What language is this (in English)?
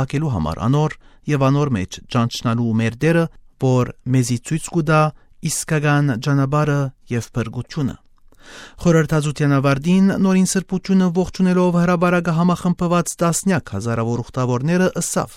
Armenian